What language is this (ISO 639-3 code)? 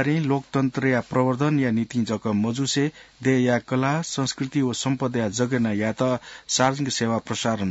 new